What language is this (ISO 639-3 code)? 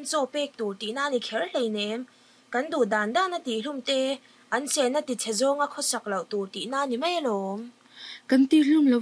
lus